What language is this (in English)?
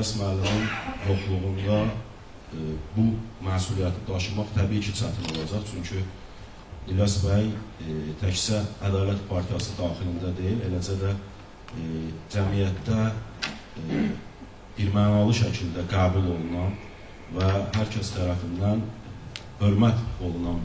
Azerbaijani